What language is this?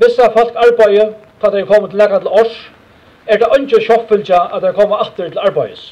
Faroese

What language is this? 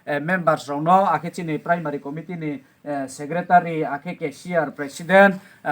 Riang (India)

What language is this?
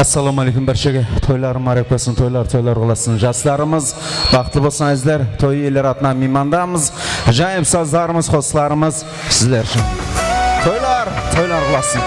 Kara-Kalpak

